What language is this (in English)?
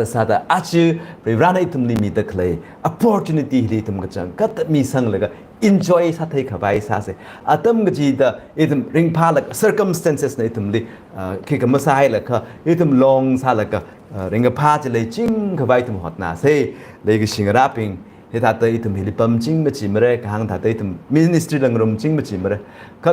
Tangkhul Naga (India)